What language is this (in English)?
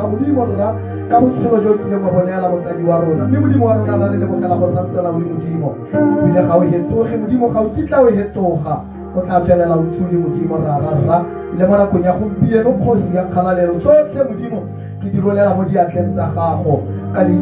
Tswana